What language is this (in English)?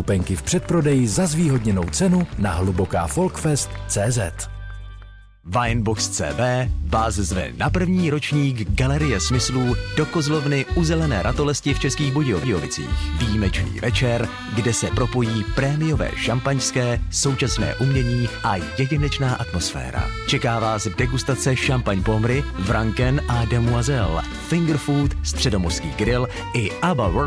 Czech